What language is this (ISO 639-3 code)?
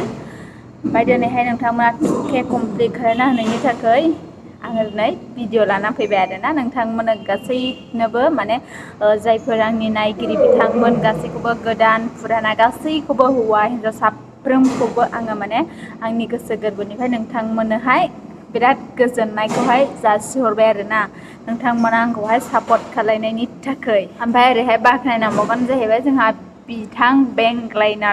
brx